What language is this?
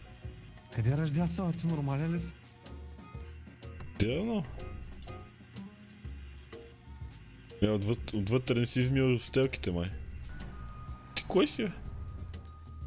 Bulgarian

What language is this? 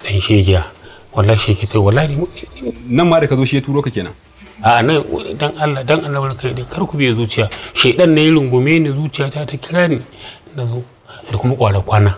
Hausa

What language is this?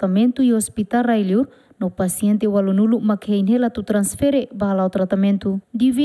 Tetum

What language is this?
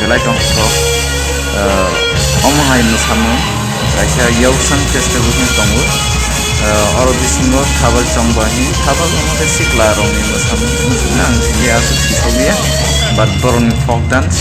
Kok Borok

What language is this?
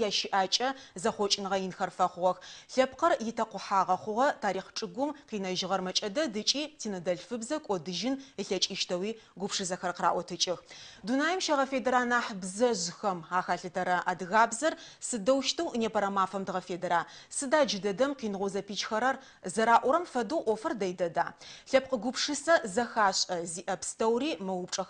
Adyghe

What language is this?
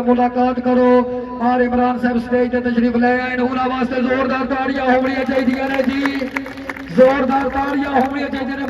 Saraiki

